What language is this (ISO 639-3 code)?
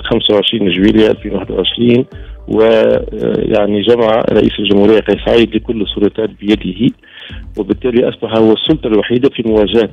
aeb